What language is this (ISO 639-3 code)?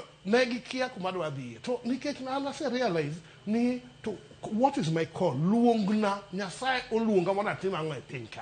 luo